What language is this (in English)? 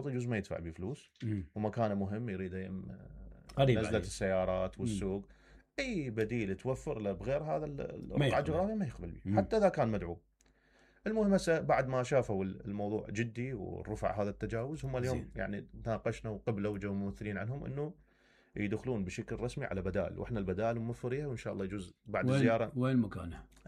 Mesopotamian Arabic